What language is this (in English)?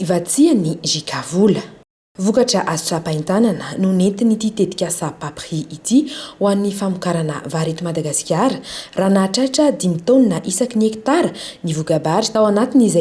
Malagasy